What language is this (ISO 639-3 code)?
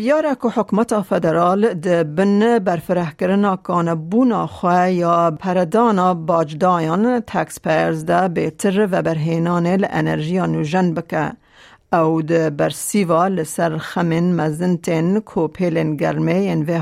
kur